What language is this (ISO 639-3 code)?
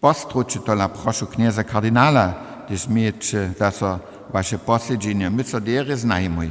hsb